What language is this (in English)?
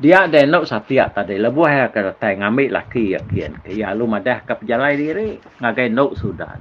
Iban